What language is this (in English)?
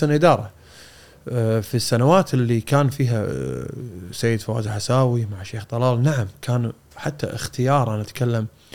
Gulf Arabic